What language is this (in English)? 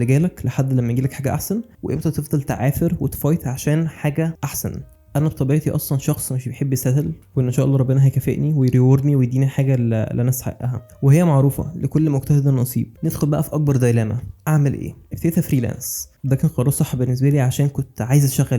Egyptian Arabic